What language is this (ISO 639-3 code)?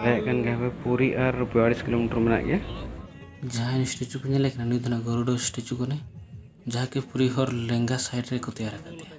sat